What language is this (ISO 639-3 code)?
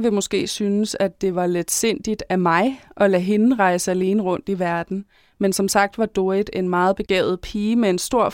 dan